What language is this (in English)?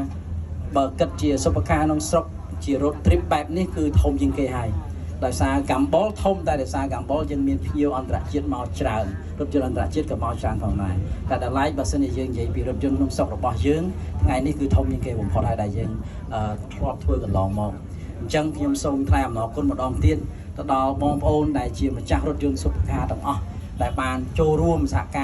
Khmer